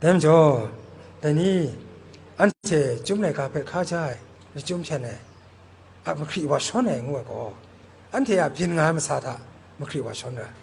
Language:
Kachin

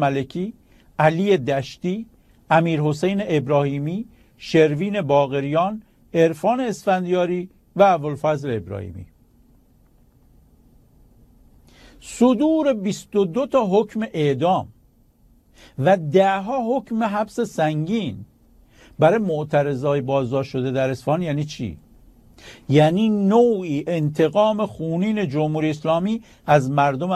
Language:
Persian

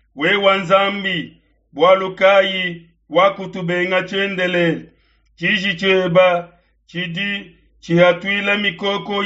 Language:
Luba-Lulua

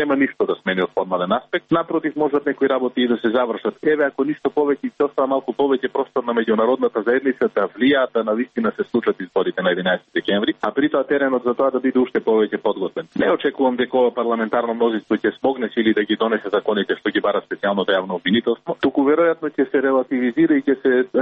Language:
Macedonian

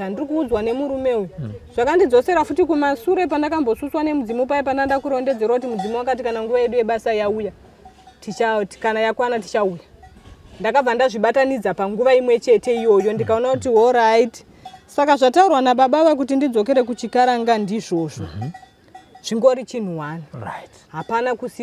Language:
Shona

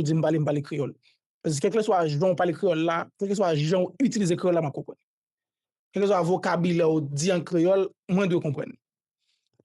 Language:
Haitian Creole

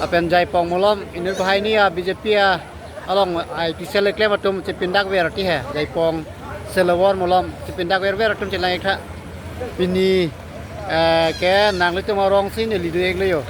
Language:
Karbi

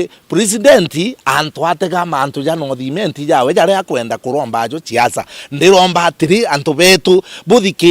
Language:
Meru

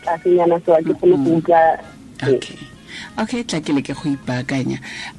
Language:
Tswana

